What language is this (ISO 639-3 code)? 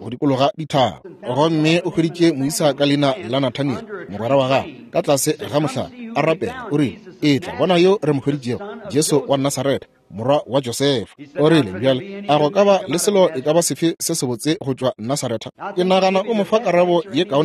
nso